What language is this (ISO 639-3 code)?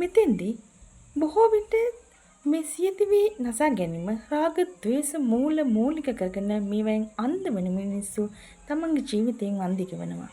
sin